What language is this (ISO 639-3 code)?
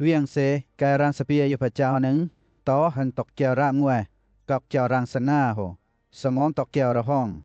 lcp